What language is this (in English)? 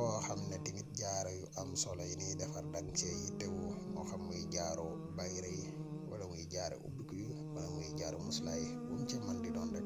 Wolof